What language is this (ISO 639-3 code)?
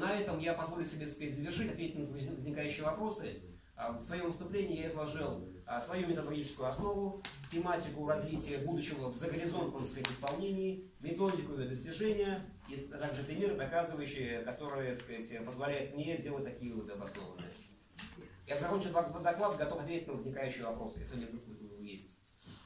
rus